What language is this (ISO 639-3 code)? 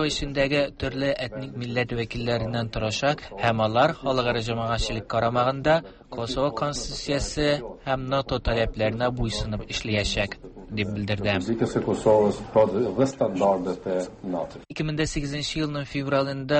tat